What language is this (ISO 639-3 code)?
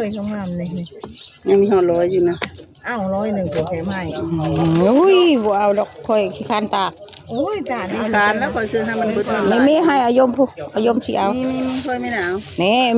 tts